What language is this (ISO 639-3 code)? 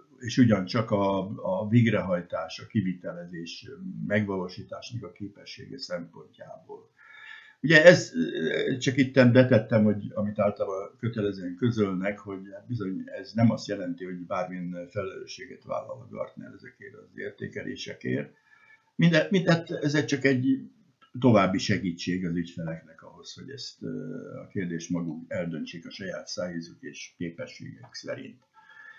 hun